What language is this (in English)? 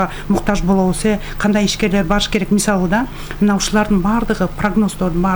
Kyrgyz